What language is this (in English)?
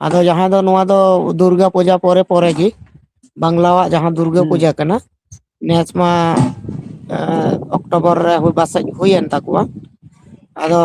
Santali